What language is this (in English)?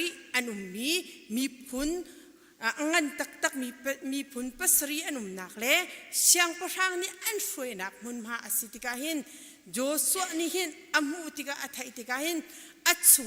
Hakha Chin